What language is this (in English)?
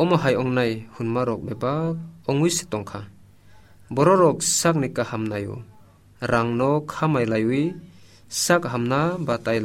Kok Borok